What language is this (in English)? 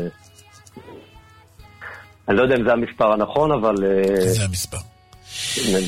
Hebrew